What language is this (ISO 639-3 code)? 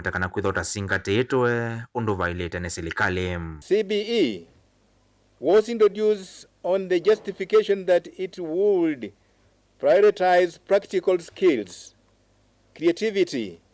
kam